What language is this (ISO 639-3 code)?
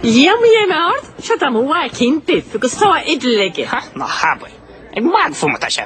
gle